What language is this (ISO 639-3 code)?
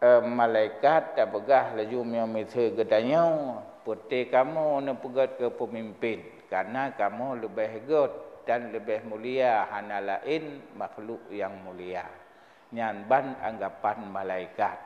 ace